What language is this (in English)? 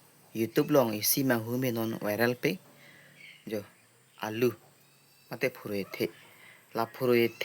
Karbi